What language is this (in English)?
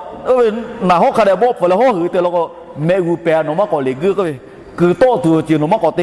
Lahu